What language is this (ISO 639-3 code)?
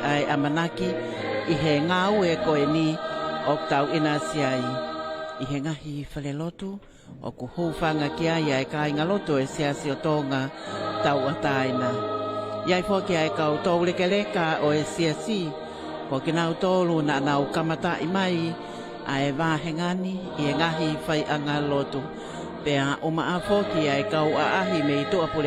ton